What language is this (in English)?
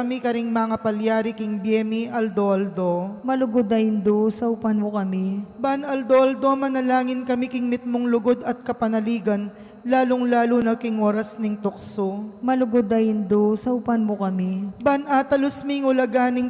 Pampanga